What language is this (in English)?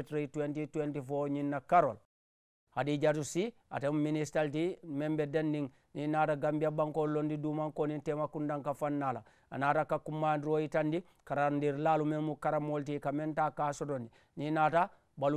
Mandingo